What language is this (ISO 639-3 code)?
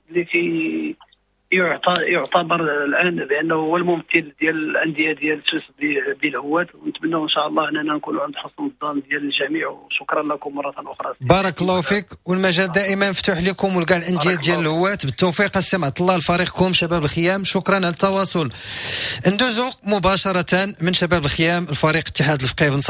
ary